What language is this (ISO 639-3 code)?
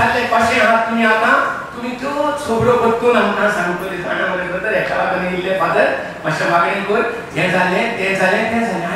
kok